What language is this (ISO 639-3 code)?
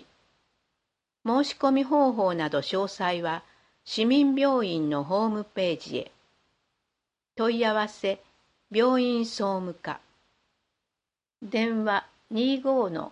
jpn